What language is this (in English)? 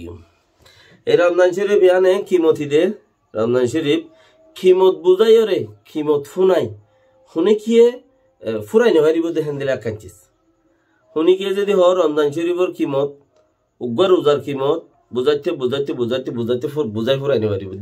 Rohingya